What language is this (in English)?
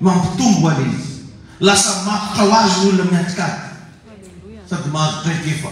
Malagasy